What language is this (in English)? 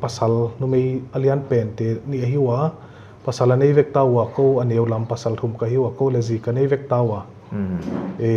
Paite Chin